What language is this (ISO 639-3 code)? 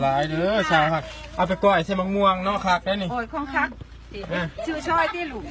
lao